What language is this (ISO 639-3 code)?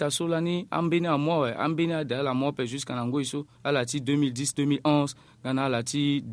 sag